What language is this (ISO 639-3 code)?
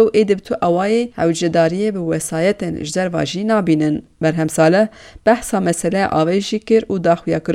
kur